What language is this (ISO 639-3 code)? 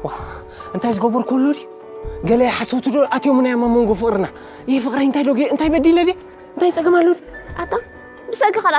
tir